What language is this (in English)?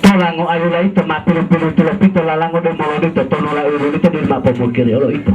Gorontalo